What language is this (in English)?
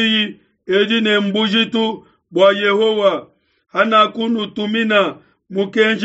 Luba-Lulua